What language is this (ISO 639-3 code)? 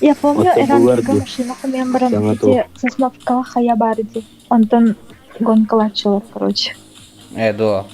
sah